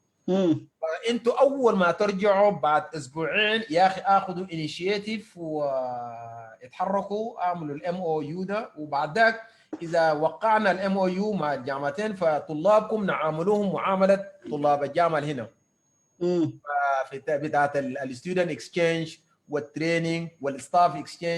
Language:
Sudanese Arabic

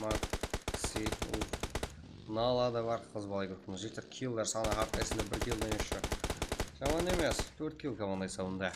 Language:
Kara-Kalpak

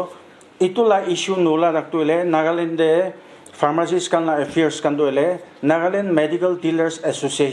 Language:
Naga Pidgin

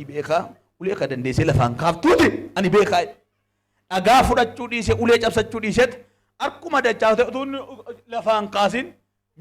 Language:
Oromo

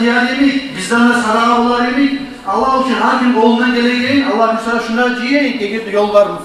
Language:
Kumyk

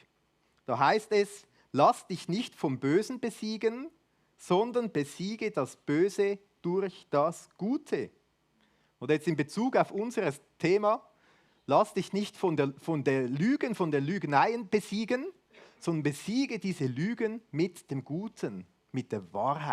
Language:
Swiss German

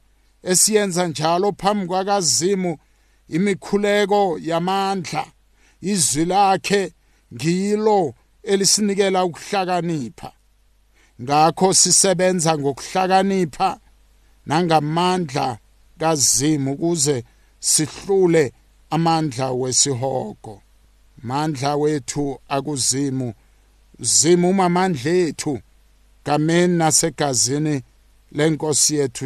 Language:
South Ndebele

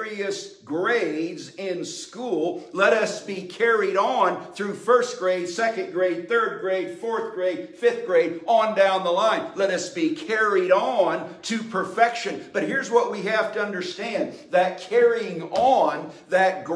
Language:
English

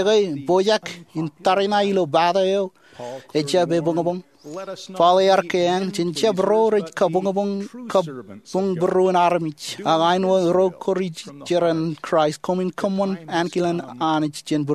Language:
Marshallese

